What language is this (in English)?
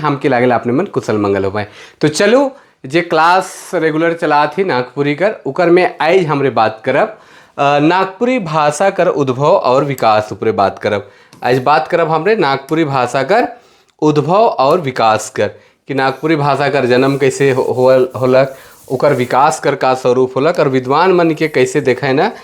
Sadri